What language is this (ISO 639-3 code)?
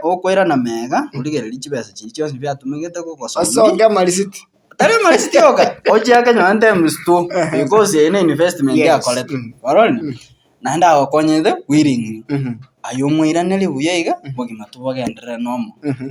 guz